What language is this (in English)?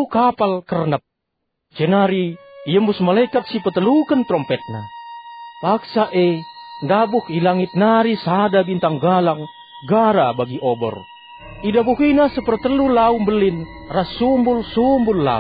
Batak Karo